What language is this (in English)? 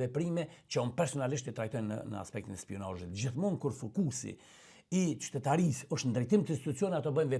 Albanian